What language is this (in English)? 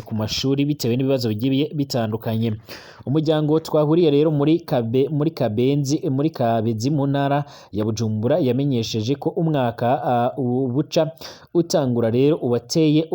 Rundi